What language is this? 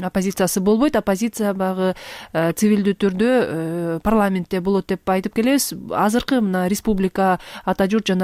Kyrgyz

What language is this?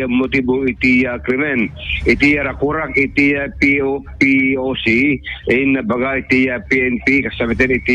Iloko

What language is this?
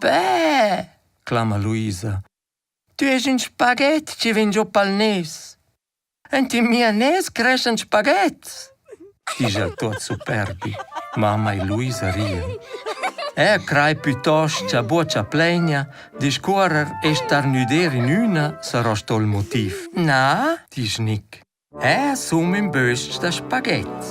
Romansh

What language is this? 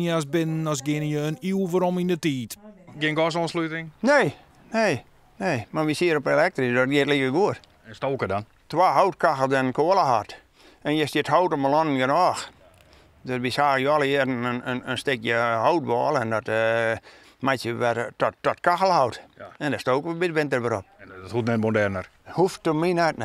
Western Frisian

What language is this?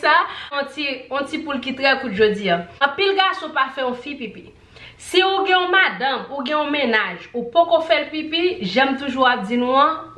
Haitian Creole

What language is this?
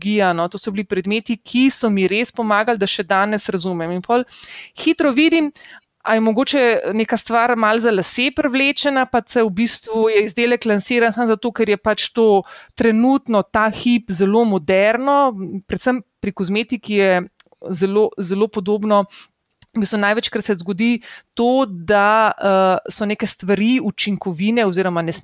Slovenian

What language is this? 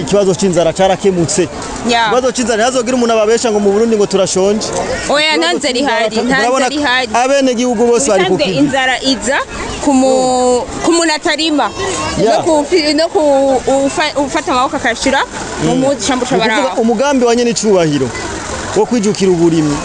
Rundi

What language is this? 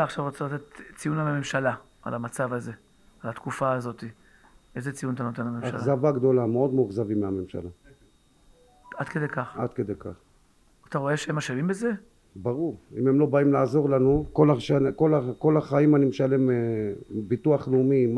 Hebrew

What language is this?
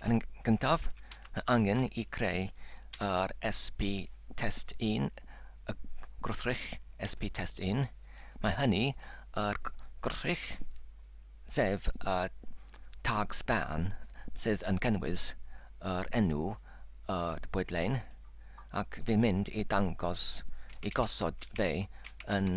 Welsh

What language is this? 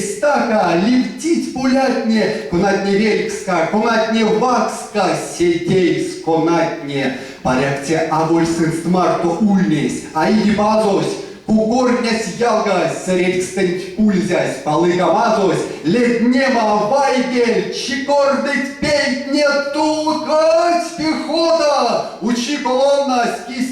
Erzya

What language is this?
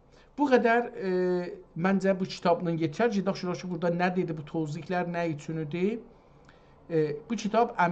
South Azerbaijani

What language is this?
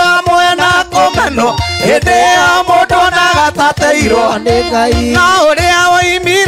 Kikuyu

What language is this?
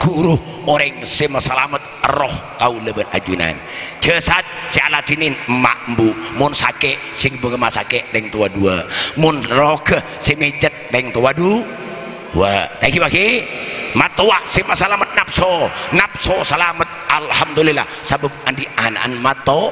Madurese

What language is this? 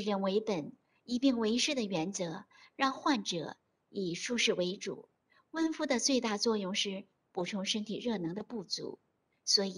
Chinese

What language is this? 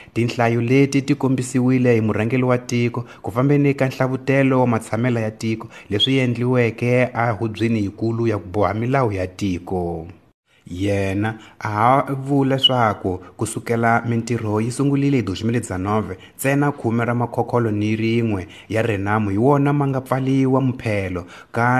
Tsonga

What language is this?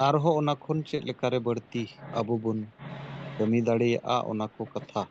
Santali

